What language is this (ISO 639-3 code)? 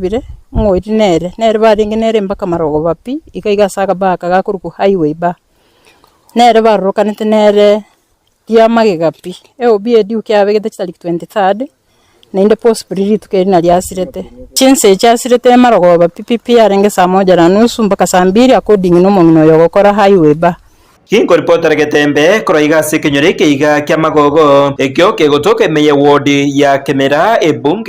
guz